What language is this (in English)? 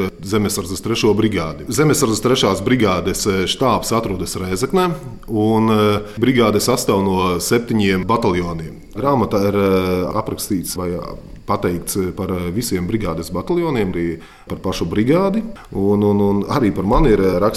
Latvian